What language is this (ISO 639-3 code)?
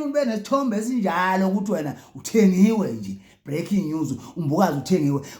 zul